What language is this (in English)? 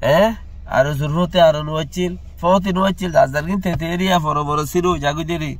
Rohingya